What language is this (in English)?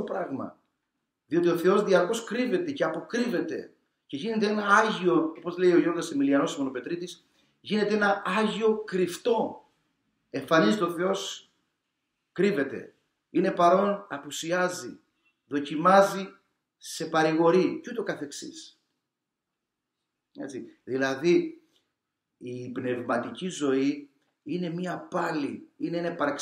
Greek